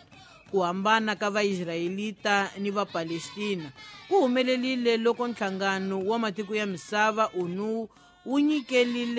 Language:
Tsonga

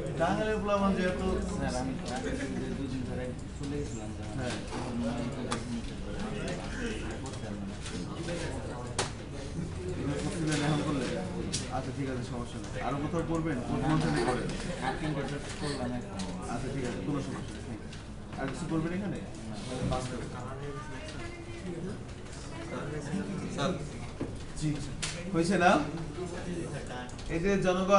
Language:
Bangla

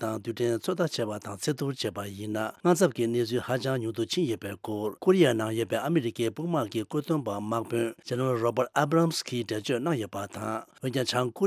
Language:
Tibetan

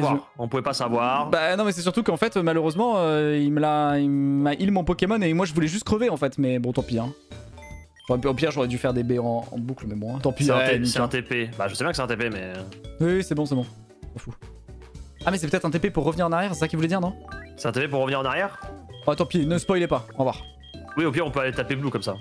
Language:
French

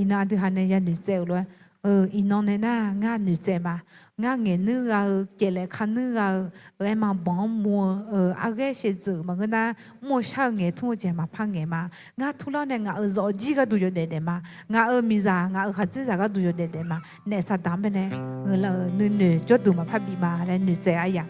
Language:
Akha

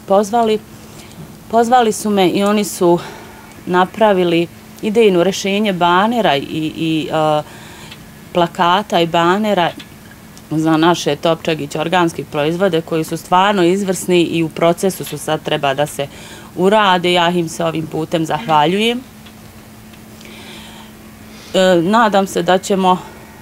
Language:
Bosnian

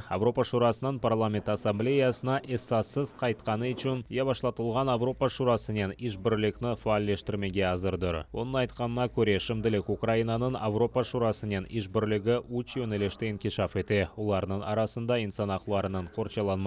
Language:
Crimean Tatar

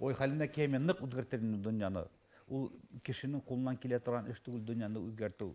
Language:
Bashkir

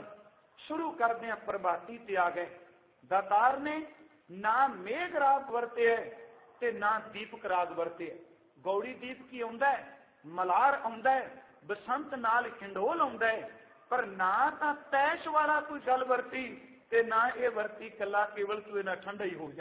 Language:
Punjabi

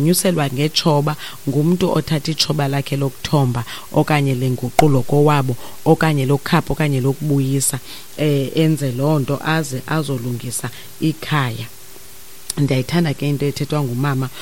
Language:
Xhosa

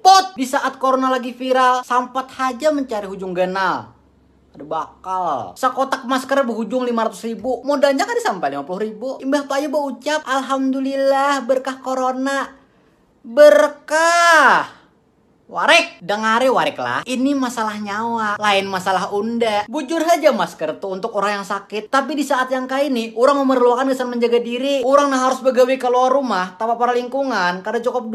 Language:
Banjar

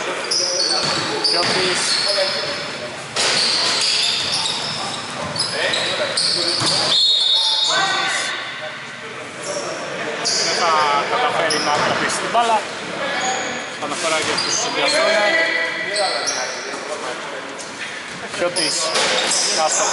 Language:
Greek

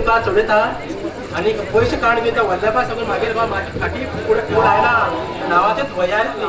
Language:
Konkani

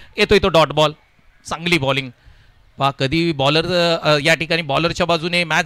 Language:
Marathi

